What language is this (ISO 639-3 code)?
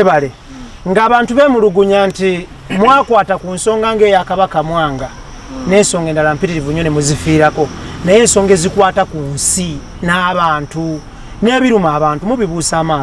lug